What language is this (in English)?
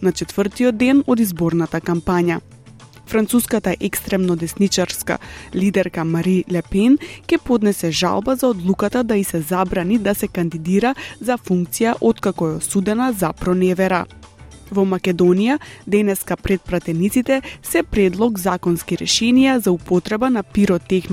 Macedonian